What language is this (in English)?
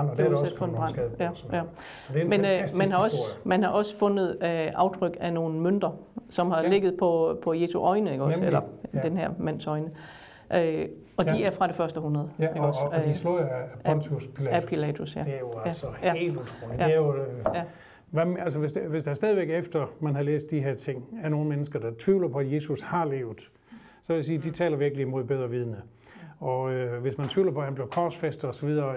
Danish